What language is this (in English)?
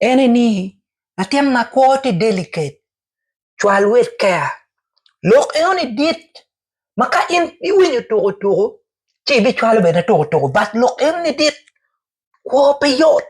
Acoli